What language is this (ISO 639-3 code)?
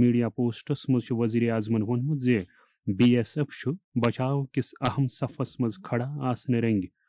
kas